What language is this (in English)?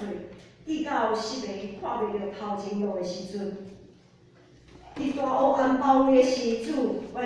Min Nan Chinese